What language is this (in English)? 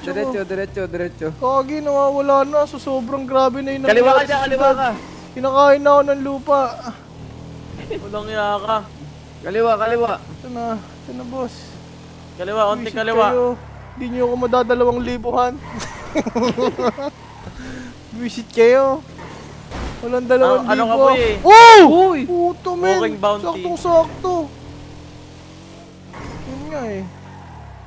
Filipino